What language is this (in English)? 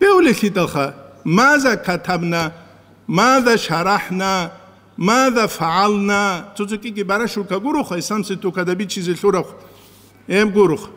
Avaric